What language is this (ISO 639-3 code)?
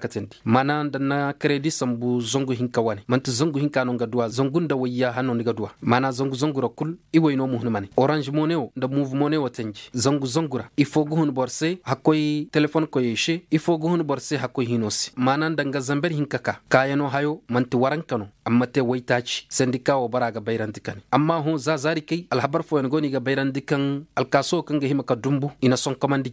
ses